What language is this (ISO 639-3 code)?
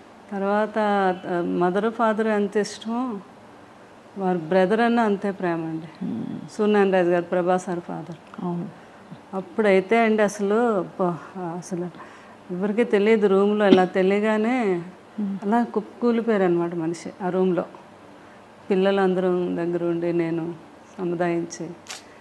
tel